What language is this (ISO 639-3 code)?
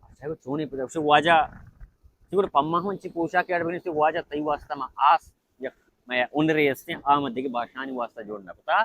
bal